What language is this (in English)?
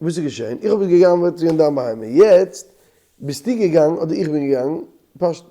Yiddish